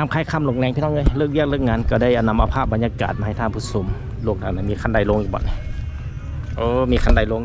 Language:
Lao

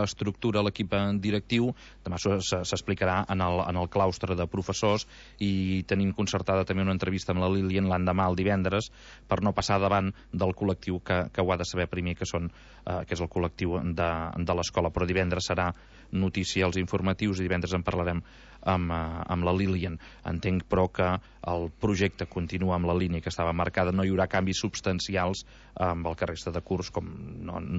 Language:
Catalan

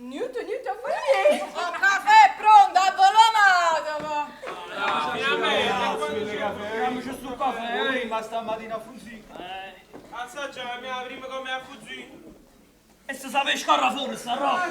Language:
Neapolitan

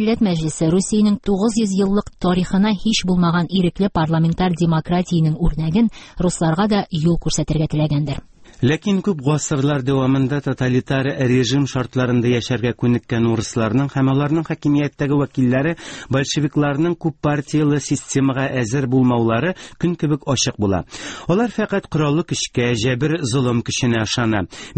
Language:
Tatar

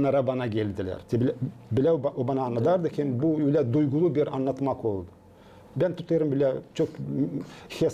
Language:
Gagauz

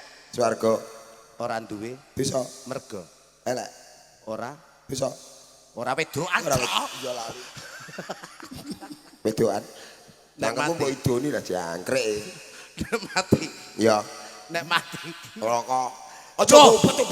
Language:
Javanese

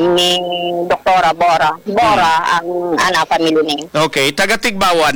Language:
Hiligaynon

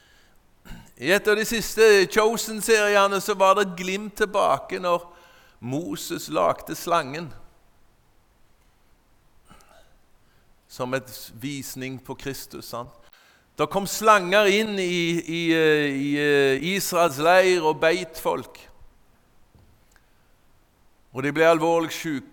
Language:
Norwegian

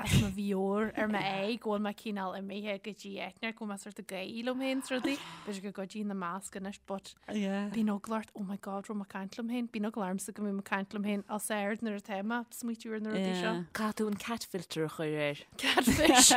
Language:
Irish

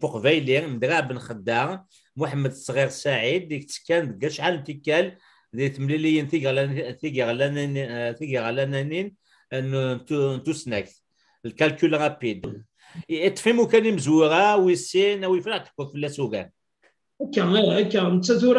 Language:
Kabyle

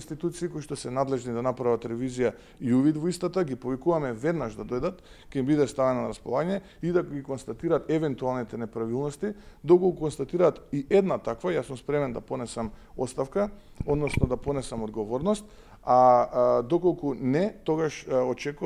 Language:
Macedonian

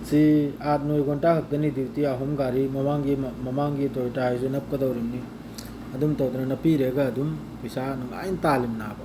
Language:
Manipuri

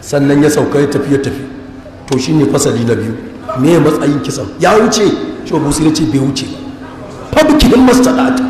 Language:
Hausa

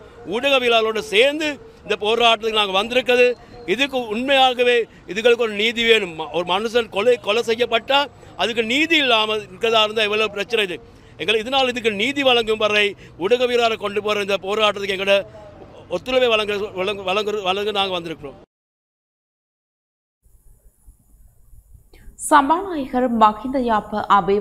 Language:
Tamil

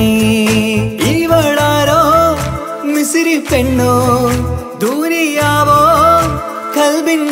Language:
Malayalam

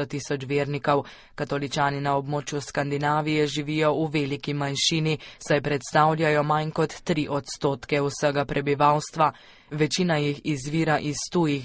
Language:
Slovenian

